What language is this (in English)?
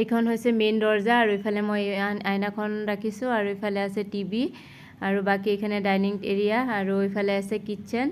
Assamese